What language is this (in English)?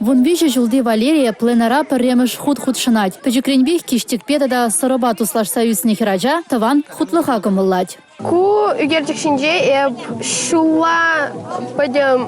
Chuvash